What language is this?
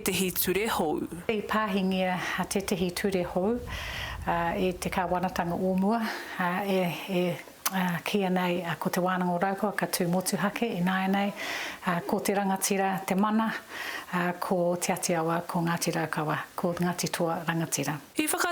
Māori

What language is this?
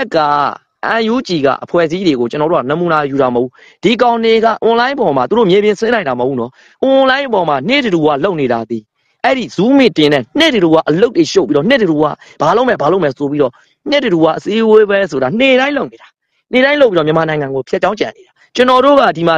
Burmese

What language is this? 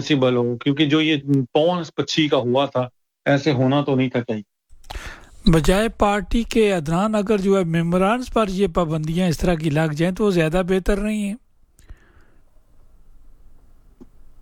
Urdu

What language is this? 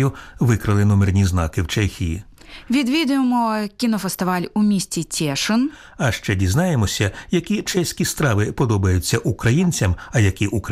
Ukrainian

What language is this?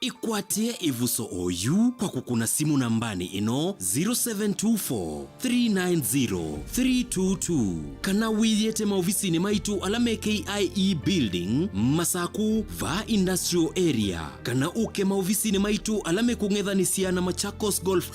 Kamba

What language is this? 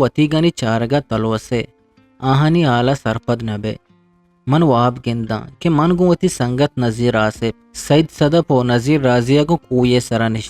Eastern Balochi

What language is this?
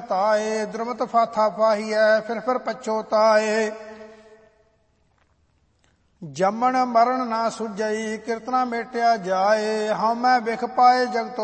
Punjabi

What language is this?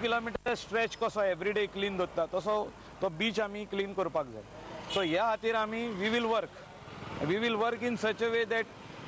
Konkani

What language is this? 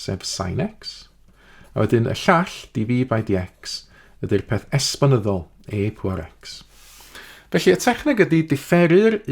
Welsh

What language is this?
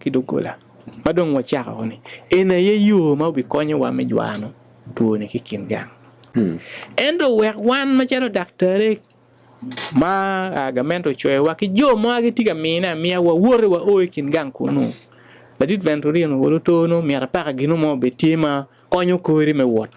Acoli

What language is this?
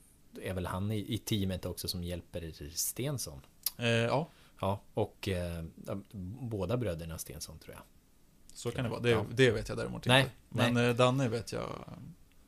Swedish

